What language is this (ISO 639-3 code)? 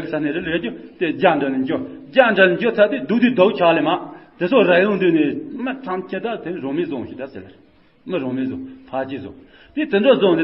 bod